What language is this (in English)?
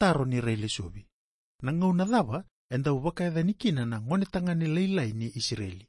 Fijian